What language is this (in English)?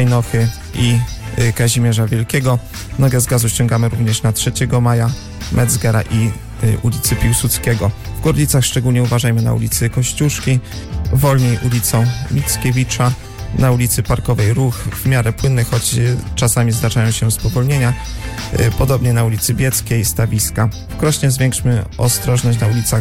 Polish